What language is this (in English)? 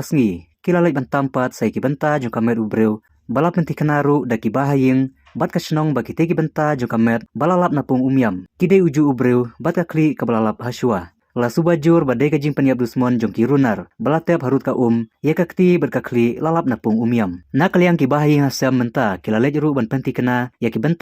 Khasi